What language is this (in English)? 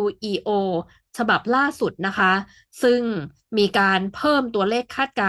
Thai